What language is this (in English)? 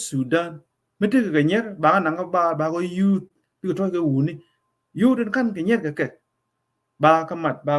Nuer